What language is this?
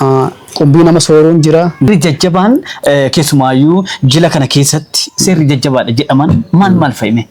Oromo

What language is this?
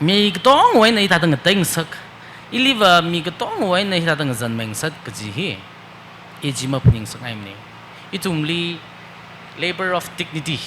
Tangkhul Naga (India)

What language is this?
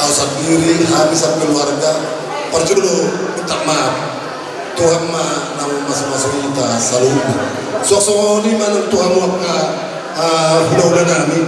Batak Toba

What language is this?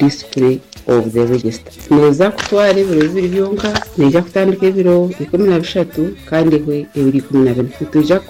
Kinyarwanda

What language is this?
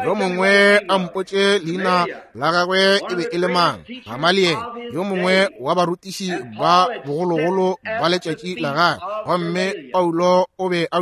Northern Sotho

